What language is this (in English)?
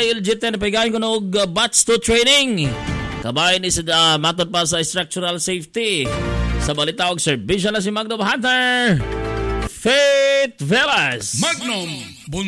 Cebuano